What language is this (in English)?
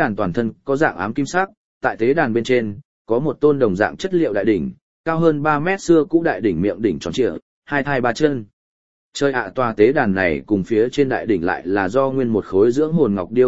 Vietnamese